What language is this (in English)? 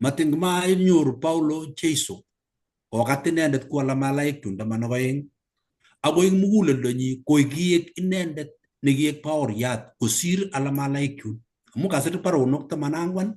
Kalenjin